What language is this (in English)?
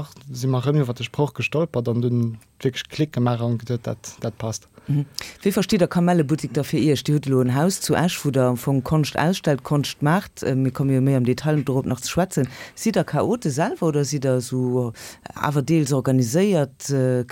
Luxembourgish